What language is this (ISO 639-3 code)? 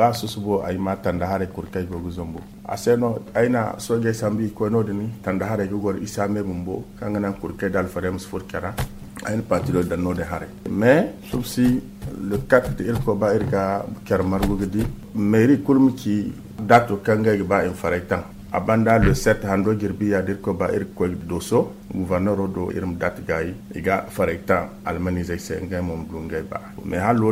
dje